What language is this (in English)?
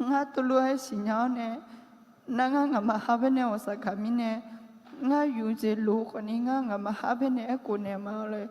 Akha